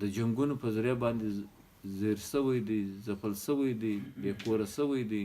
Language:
Pashto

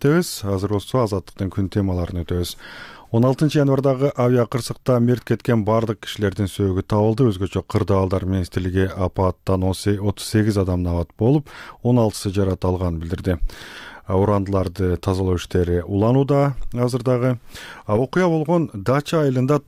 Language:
Kyrgyz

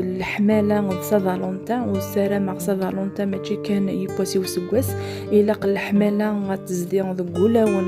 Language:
Kabyle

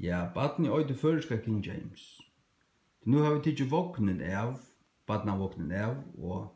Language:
Faroese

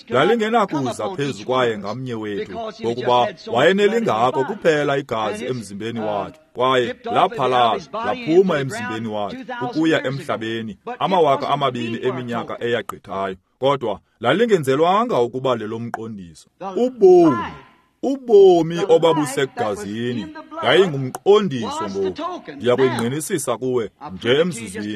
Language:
Xhosa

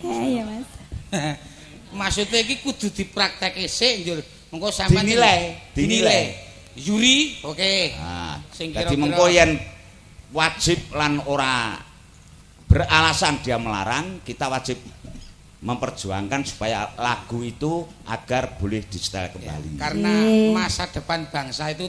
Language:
Javanese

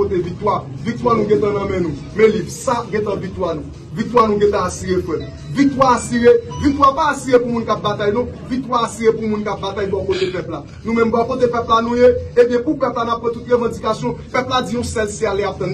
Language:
Haitian Creole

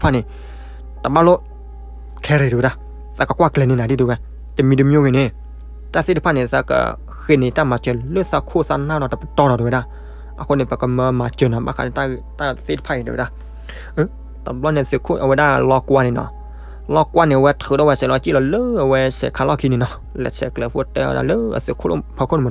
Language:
S'gaw Karen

